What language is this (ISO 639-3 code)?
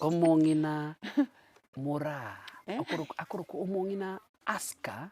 guz